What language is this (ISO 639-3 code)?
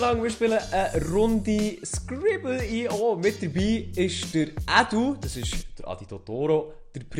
gsw